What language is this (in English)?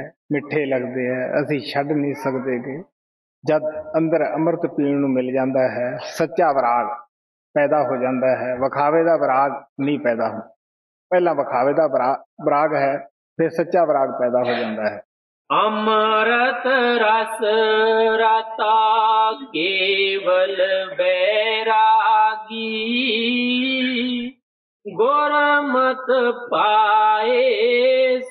Punjabi